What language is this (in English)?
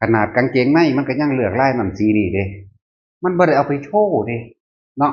Northeastern Thai